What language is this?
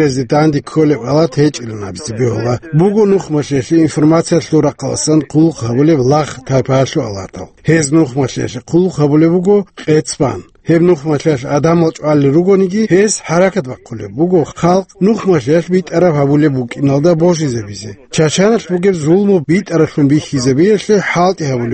Avaric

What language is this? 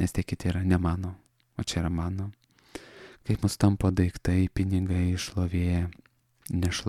Lithuanian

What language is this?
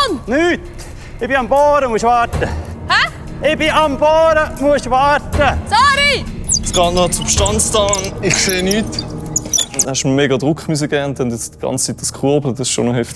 Swiss German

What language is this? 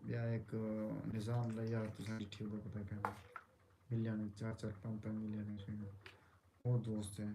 Saraiki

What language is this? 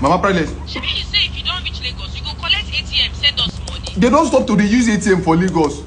Nigerian Pidgin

